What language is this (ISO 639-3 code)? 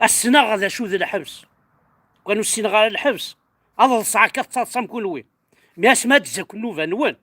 kab